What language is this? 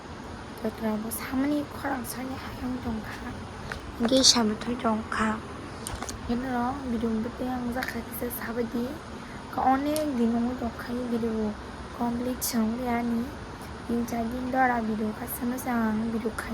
Kok Borok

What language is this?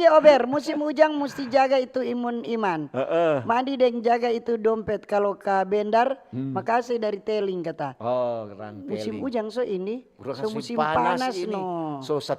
Manado Malay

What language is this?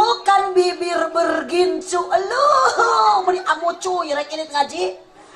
Sundanese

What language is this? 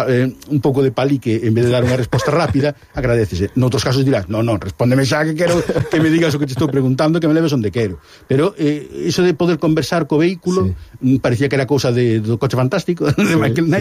Galician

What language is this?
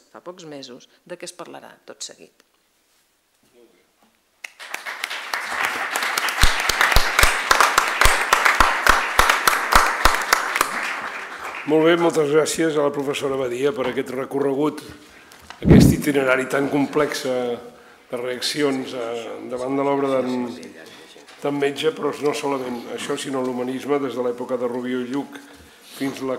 Catalan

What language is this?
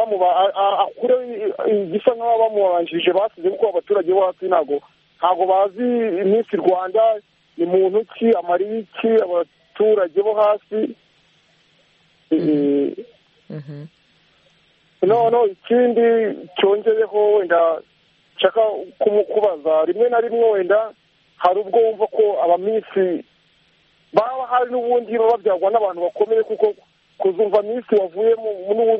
Kinyarwanda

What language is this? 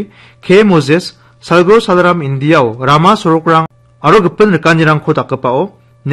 Garo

